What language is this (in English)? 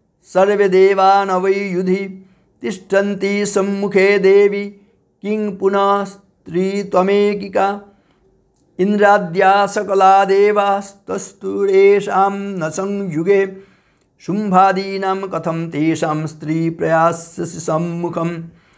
Sanskrit